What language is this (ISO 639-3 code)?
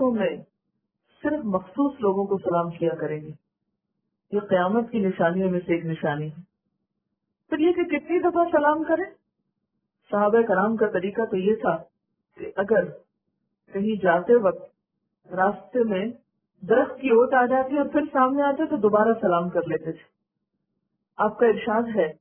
urd